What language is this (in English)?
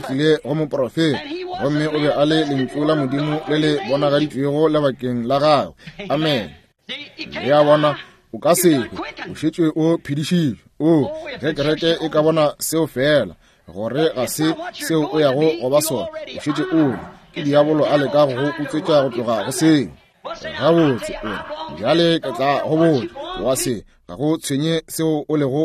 Northern Sotho